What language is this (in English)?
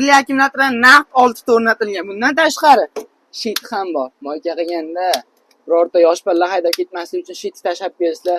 Uzbek